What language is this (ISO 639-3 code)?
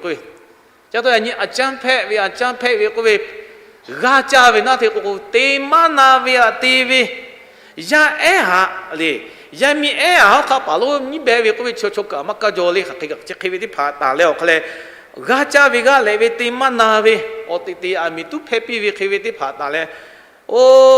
lhu